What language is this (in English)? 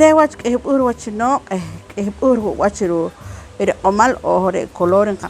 Poqomchi'